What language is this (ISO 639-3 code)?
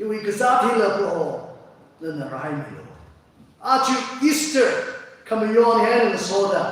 nmf